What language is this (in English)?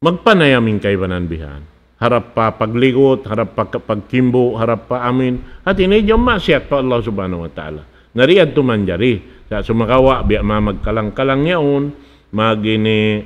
Tausug